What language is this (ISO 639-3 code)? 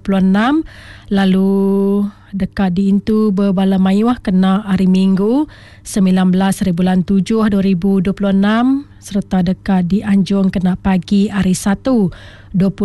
iba